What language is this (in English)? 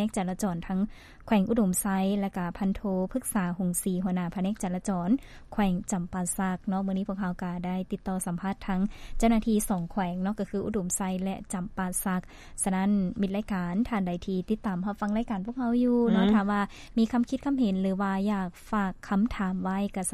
Lao